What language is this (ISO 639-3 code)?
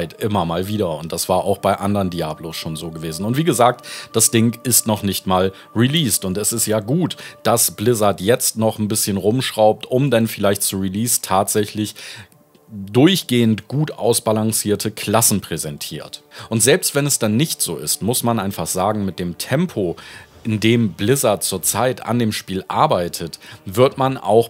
deu